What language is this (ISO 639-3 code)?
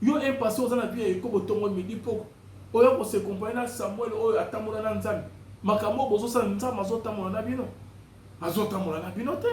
lin